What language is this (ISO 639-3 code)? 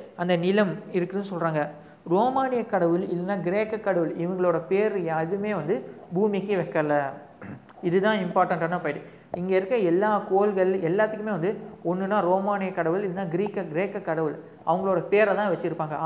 tam